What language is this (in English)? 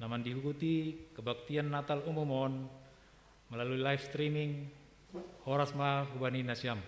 Batak Simalungun